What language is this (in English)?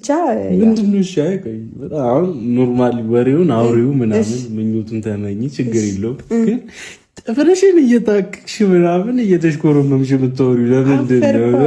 Amharic